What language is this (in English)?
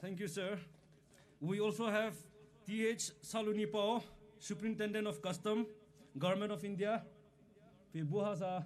Poumei Naga